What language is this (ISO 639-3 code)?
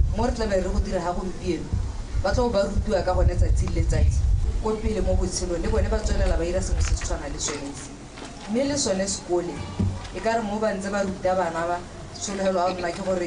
tsn